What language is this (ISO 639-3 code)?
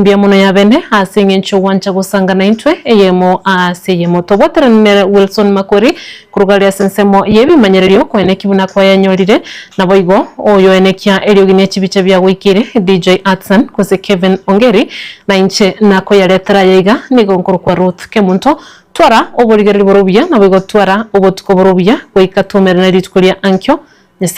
guz